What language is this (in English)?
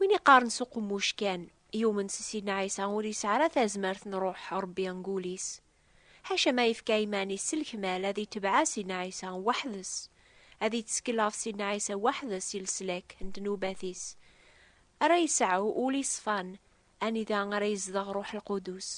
Kabyle